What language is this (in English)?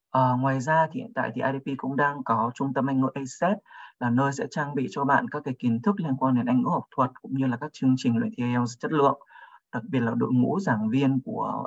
Vietnamese